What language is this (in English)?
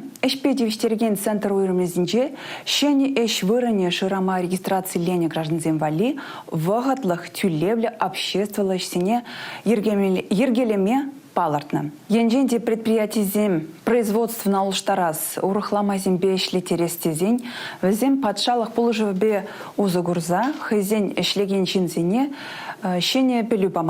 Chuvash